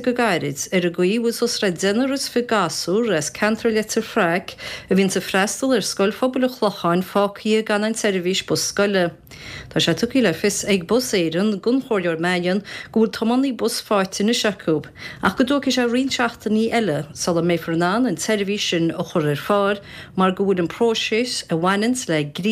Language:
Irish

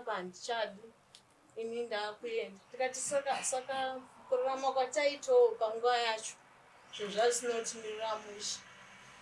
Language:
Shona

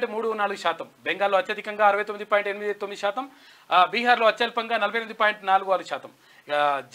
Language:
Telugu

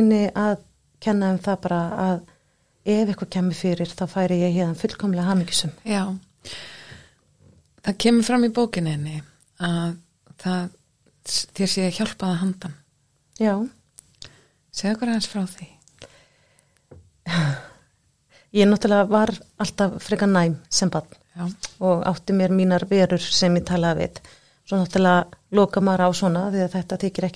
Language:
Icelandic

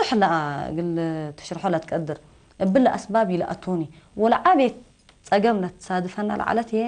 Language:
Tigre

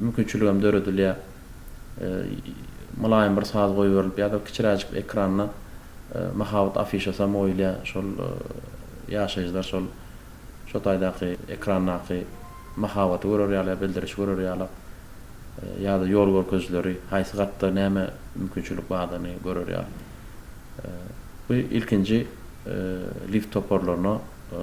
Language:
Turkmen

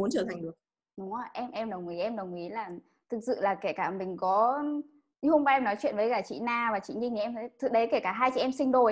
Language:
Vietnamese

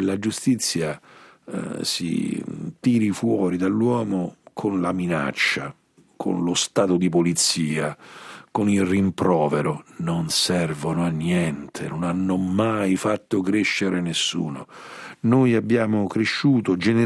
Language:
Italian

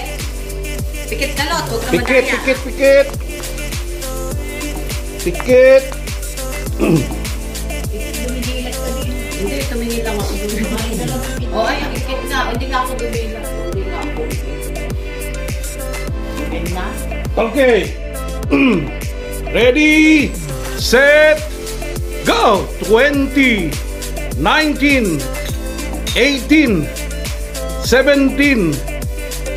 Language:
Filipino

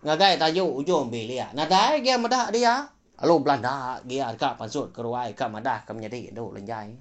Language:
Iban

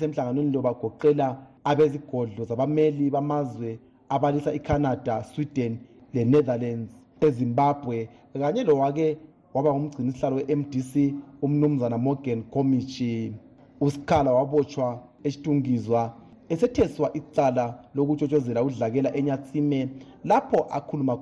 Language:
North Ndebele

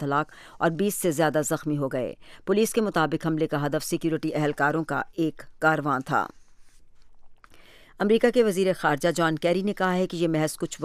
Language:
Urdu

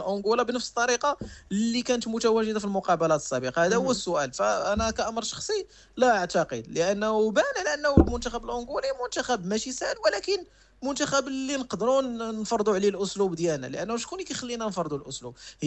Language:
Moroccan Arabic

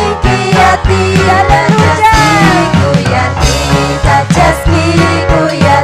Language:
Ayacucho Quechua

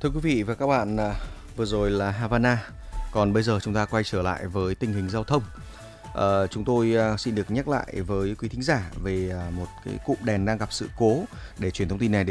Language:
Vietnamese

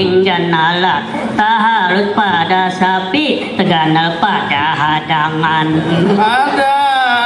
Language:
Banjar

